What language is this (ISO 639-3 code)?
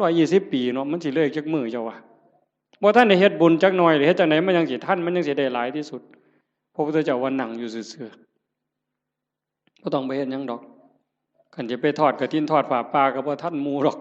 tts